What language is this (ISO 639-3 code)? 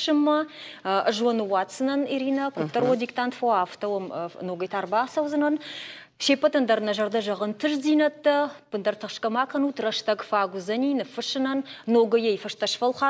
oss